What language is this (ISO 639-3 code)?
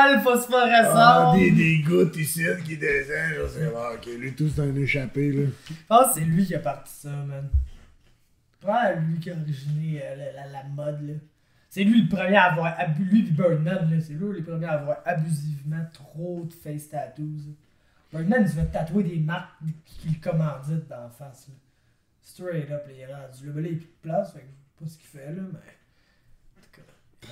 fra